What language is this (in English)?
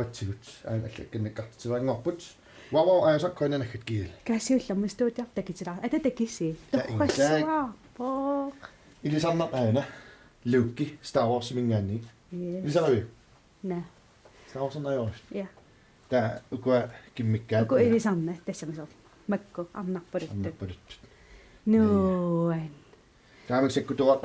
Kalaallisut